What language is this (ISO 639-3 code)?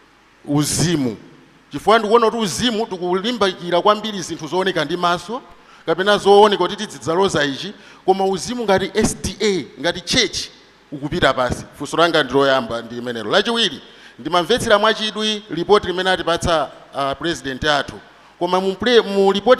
nya